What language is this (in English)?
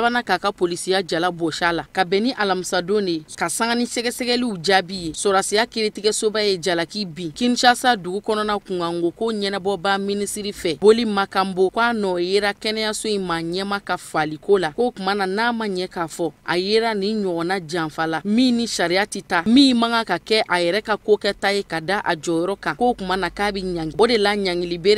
Bambara